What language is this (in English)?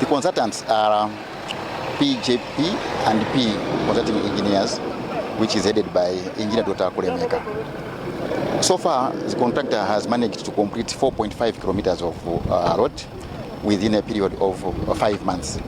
English